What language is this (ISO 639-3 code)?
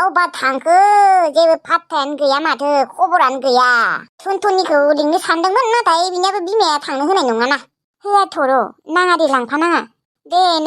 brx